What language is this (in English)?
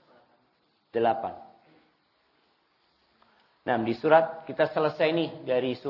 Indonesian